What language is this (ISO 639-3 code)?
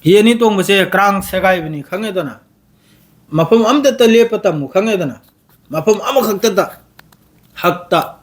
mni